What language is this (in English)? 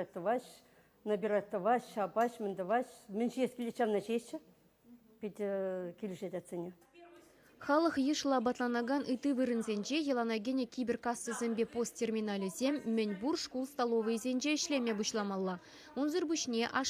Chuvash